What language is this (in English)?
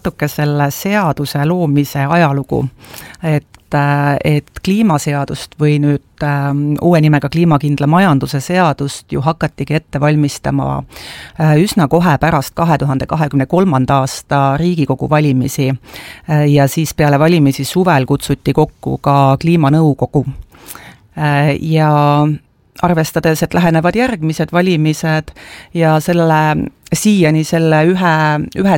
Estonian